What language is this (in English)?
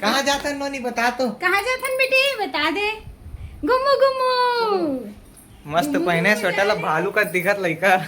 Chhattisgarhi